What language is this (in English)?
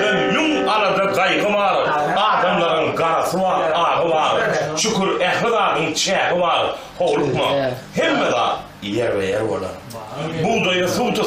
Turkmen